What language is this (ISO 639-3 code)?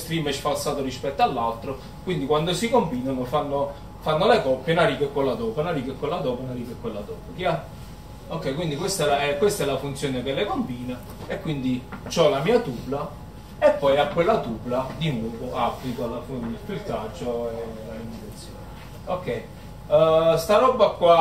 ita